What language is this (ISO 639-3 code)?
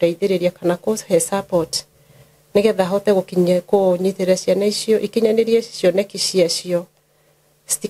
kik